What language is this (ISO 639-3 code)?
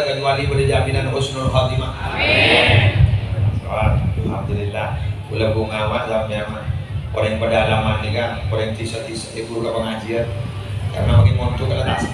mad